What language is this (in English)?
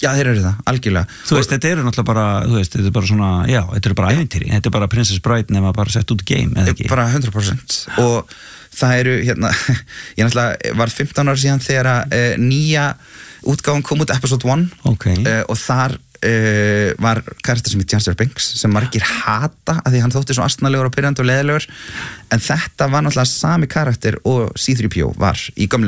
Icelandic